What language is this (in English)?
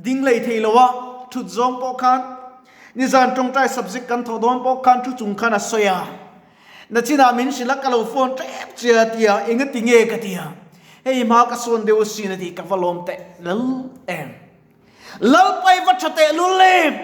Mizo